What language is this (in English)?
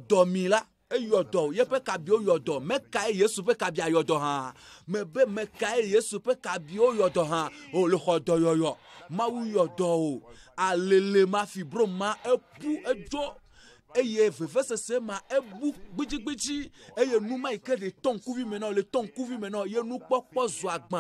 Ewe